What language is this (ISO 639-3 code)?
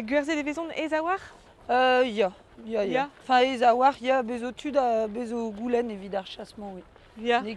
bre